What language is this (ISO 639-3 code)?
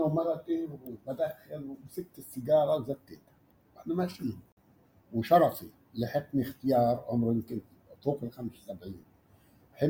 apc